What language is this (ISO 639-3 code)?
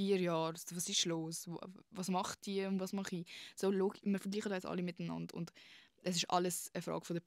gsw